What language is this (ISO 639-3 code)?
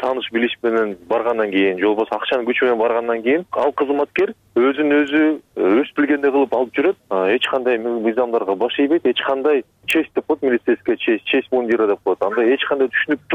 kir